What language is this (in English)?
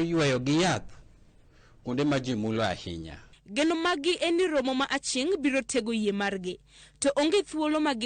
Luo (Kenya and Tanzania)